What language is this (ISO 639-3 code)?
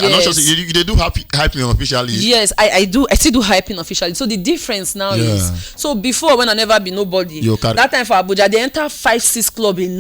pcm